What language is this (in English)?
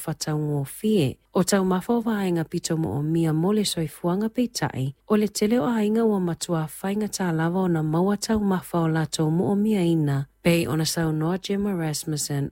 Samoan